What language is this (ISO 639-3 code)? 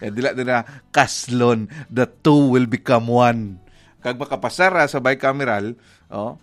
hil